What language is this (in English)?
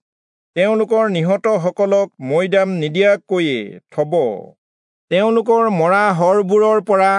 Assamese